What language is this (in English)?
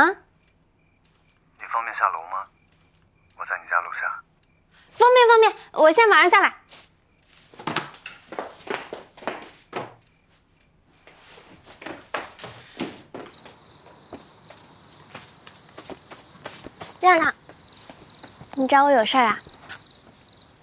Chinese